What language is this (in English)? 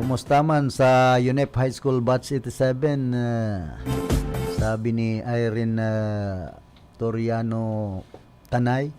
Bikol